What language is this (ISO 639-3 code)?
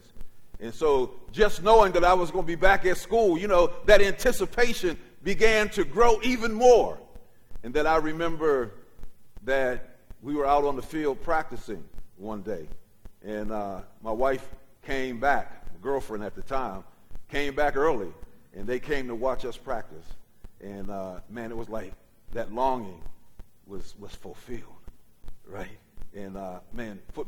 eng